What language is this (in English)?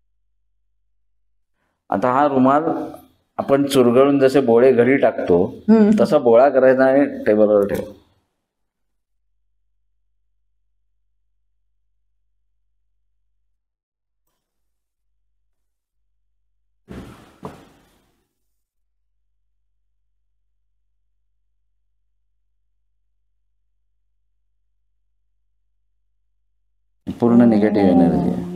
Marathi